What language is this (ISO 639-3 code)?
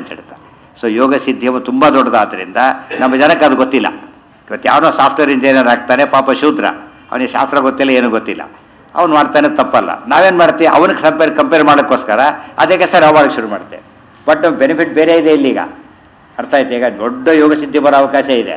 kan